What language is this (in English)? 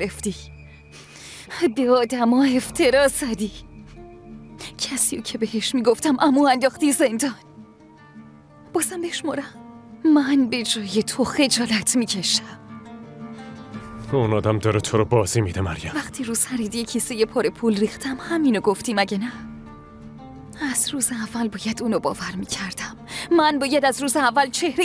Persian